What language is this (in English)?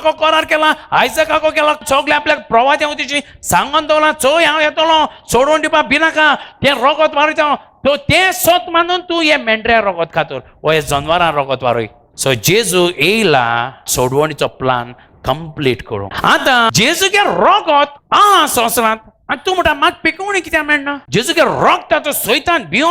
Konkani